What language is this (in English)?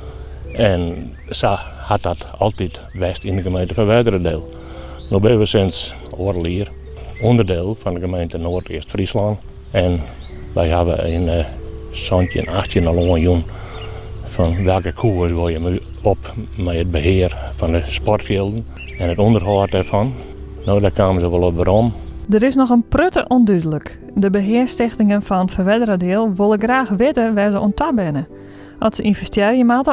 Western Frisian